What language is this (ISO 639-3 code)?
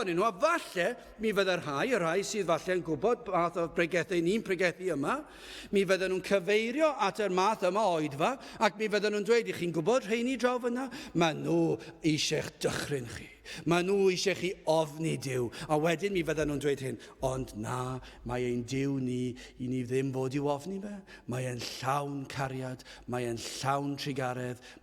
cym